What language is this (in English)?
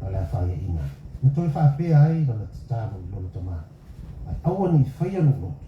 Samoan